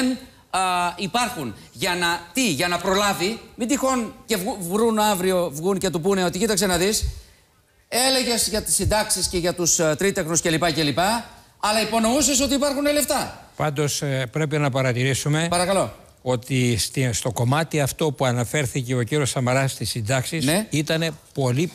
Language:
Greek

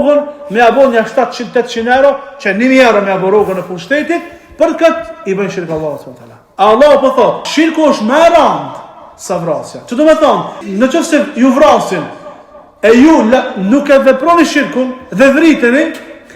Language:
Albanian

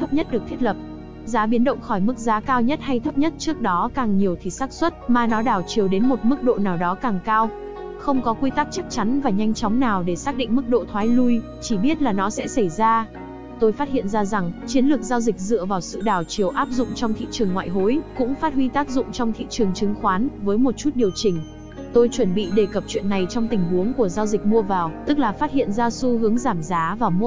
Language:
Vietnamese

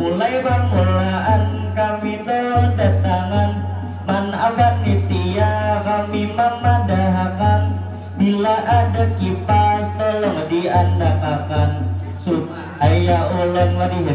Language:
Banjar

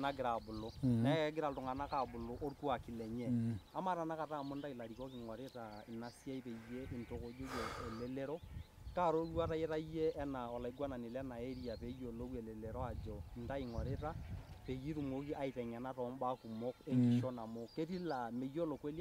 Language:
Masai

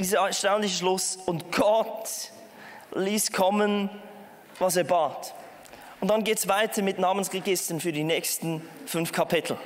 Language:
Swiss German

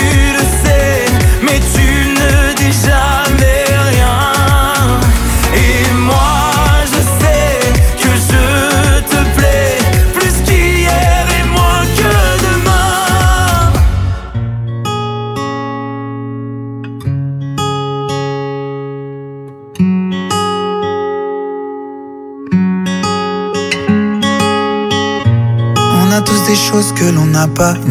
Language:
French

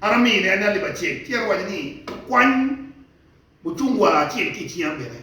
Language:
Acoli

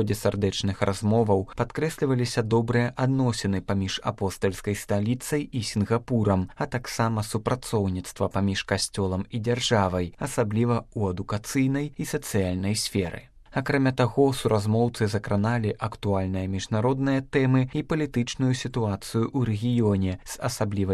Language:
Belarusian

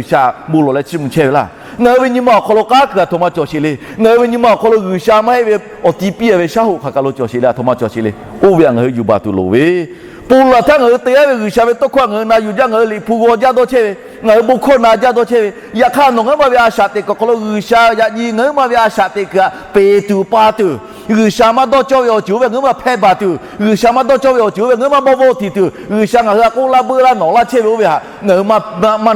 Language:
Lahu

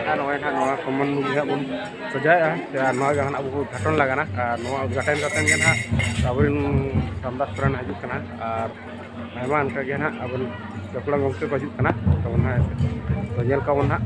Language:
Santali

